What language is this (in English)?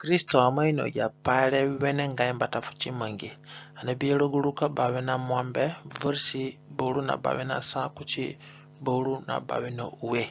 Zande (individual language)